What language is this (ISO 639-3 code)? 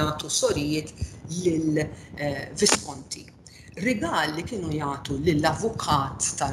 mlt